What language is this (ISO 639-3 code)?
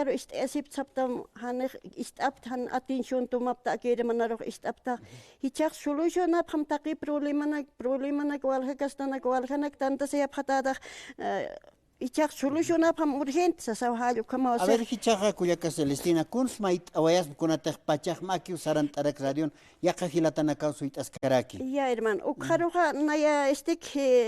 aym